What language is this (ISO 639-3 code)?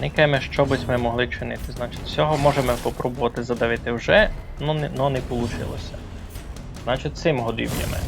rue